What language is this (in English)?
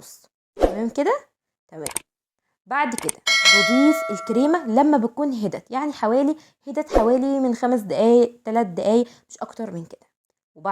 Egyptian Arabic